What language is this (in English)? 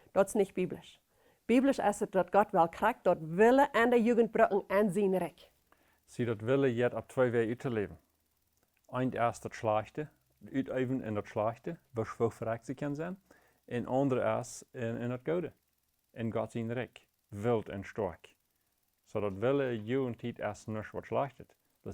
Plautdietsch